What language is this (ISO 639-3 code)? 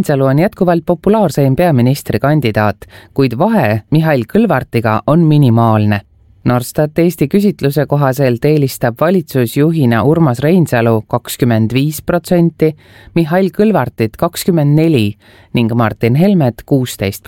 est